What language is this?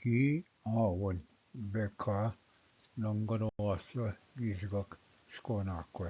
Ojibwa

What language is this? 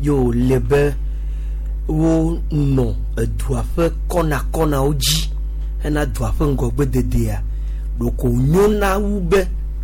Gen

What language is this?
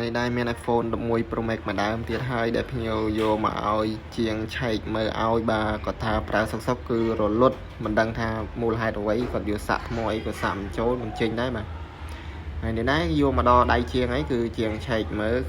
Khmer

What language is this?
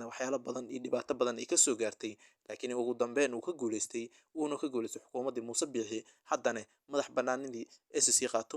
Somali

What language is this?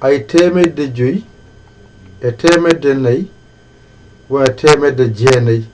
Fula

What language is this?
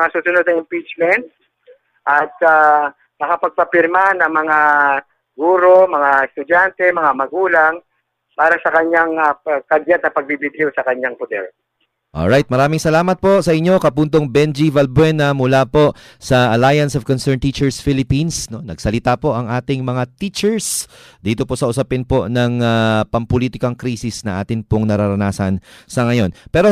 Filipino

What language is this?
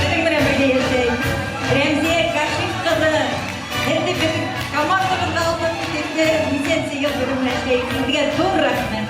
Bashkir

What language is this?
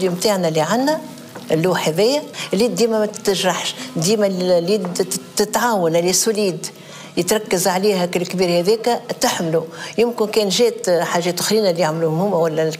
Tunisian Arabic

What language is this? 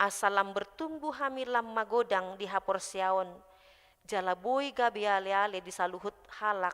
Batak Toba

